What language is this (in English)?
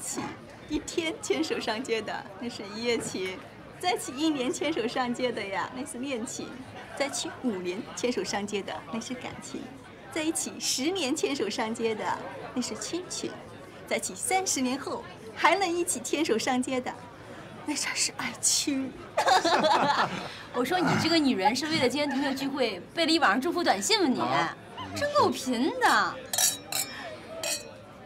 Chinese